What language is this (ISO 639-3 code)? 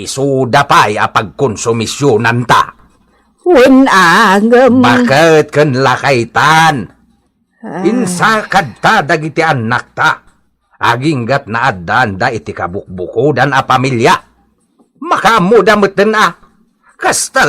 ilo